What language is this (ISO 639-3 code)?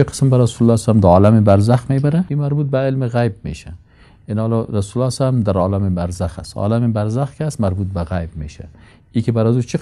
fas